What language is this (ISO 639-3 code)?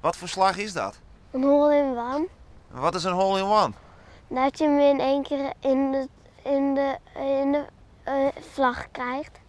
fry